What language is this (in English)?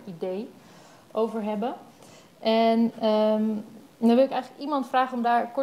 Dutch